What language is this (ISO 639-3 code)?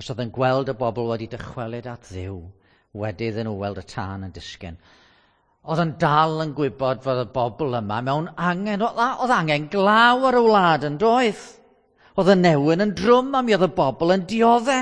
cym